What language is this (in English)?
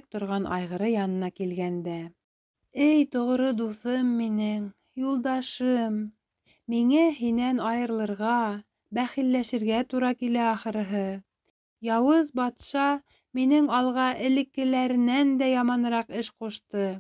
Bashkir